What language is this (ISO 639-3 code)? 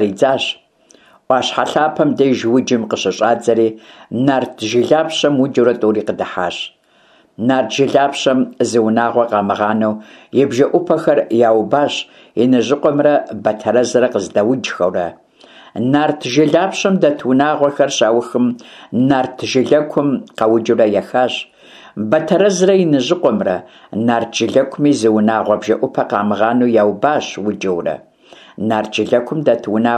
kbd